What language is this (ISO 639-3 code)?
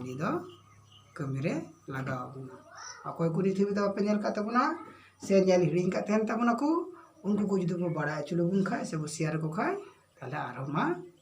sat